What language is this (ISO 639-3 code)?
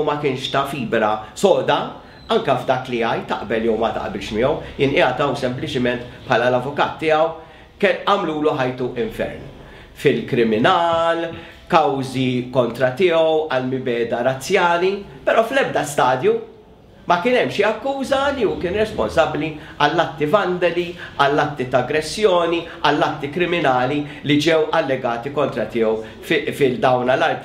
mlt